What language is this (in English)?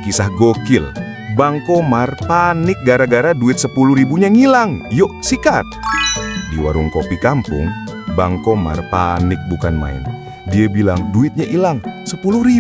Betawi